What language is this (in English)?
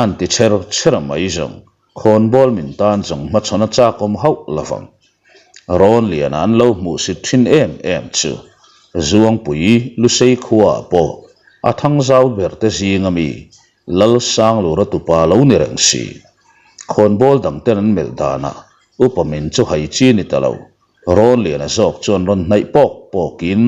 Mizo